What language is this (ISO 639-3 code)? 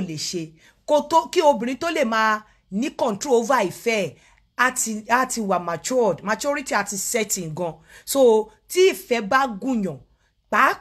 yor